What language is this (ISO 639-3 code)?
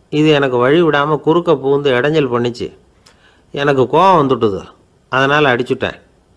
tam